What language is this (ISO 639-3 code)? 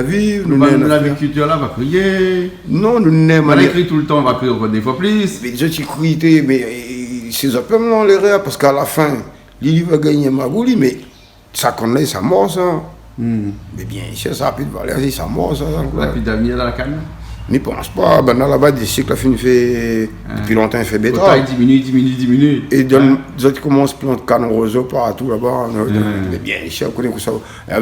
rcf